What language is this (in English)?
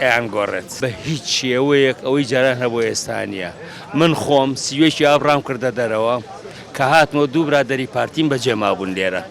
Central Kurdish